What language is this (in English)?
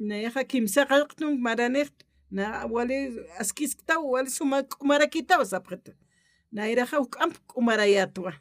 Aymara